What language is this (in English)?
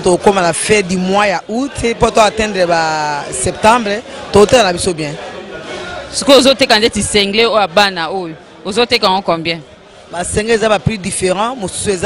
Lingala